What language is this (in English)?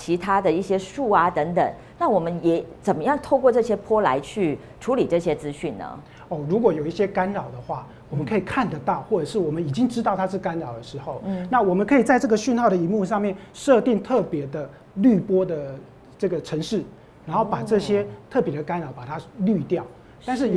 Chinese